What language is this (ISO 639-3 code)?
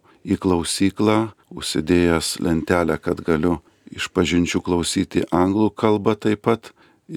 lit